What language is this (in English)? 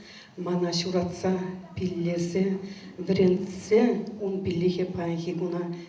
Chuvash